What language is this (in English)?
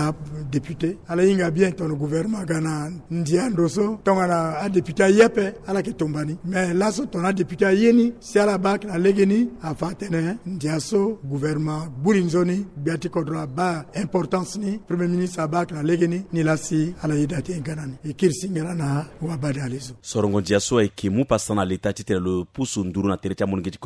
Sango